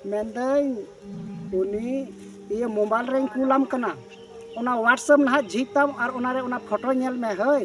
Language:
Santali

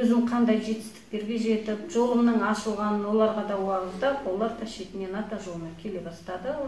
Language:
Kazakh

